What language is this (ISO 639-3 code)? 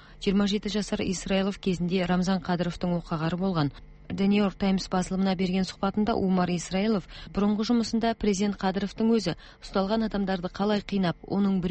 kaz